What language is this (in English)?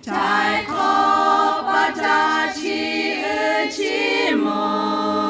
Lahu